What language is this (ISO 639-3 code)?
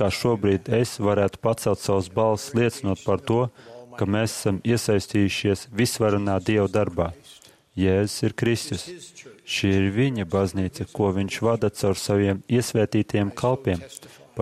lav